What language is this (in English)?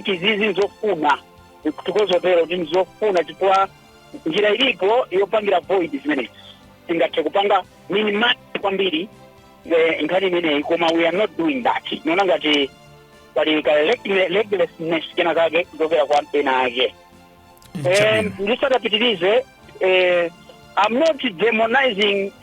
Nyanja